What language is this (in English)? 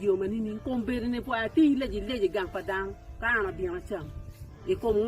Acoli